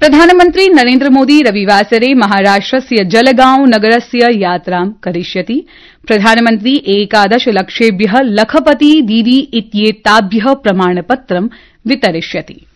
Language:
Sanskrit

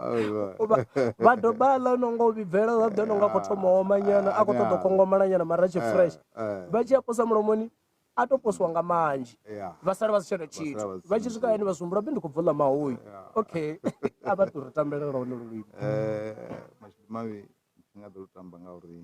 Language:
Venda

